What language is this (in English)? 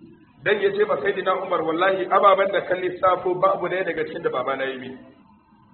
Hausa